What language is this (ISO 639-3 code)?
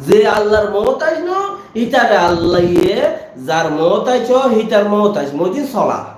rhg